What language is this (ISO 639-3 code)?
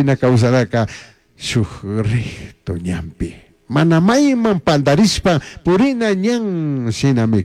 qug